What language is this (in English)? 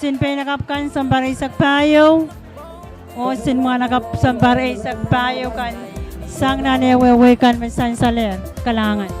Pohnpeian